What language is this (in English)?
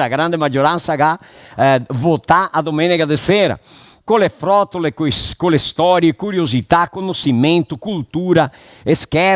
Venetian